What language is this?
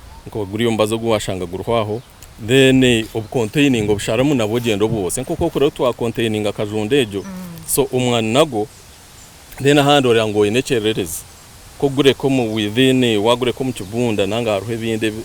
Nyankole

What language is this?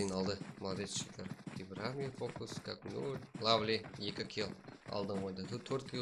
Kara-Kalpak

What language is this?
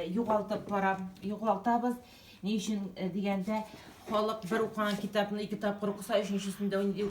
Tatar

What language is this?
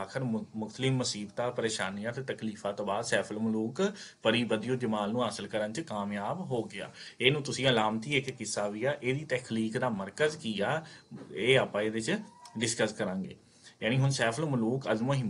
Punjabi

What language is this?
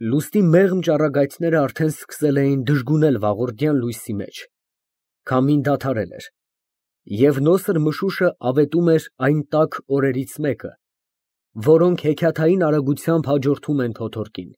Armenian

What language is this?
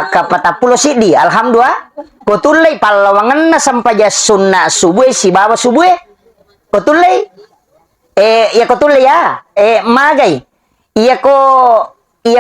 Buginese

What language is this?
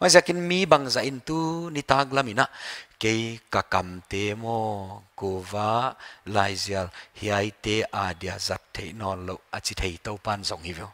Paite Chin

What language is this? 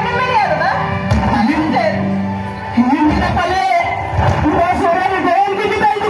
Santali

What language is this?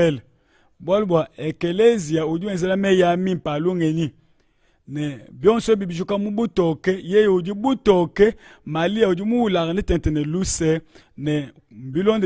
Luba-Lulua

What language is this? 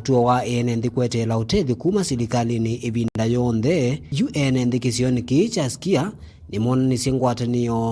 Kamba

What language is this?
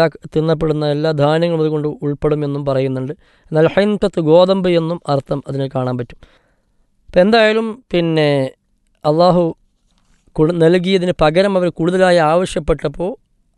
Malayalam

